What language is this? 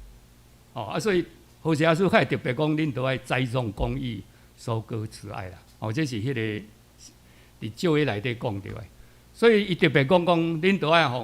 Min Nan Chinese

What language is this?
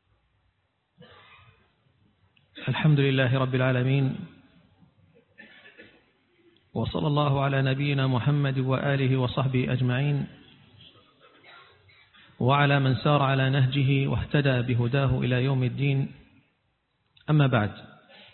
Arabic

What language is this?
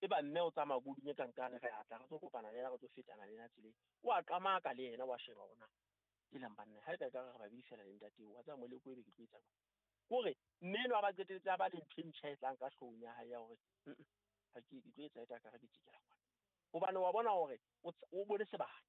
Southern Sotho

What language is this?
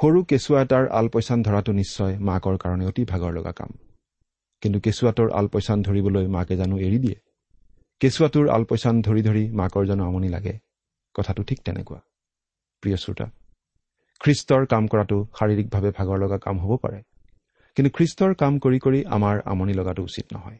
Assamese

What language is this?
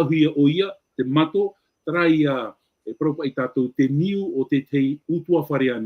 Tahitian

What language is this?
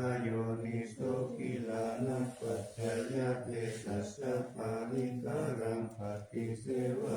Pali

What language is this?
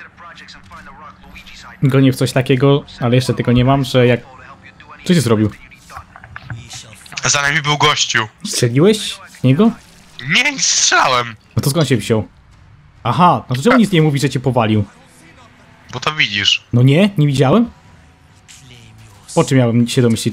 Polish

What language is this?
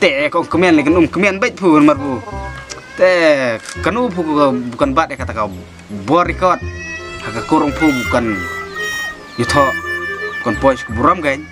Khasi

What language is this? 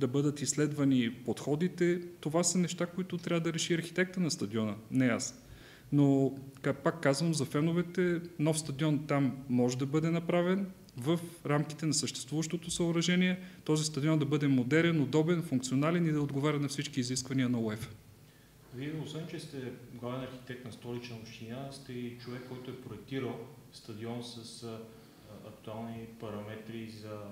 Bulgarian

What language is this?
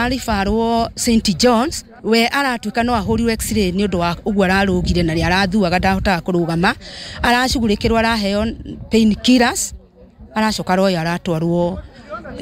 Kikuyu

